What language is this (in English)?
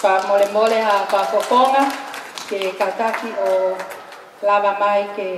Tongan